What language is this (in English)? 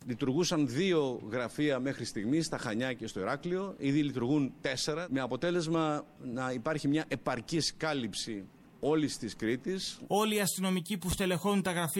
Greek